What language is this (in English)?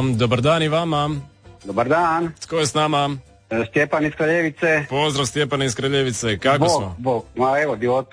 Croatian